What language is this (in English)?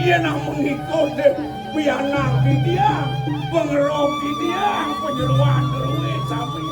Balinese